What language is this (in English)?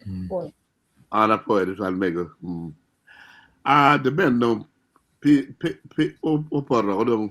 Acoli